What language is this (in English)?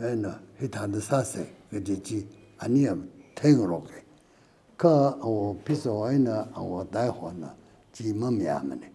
Tangkhul Naga (India)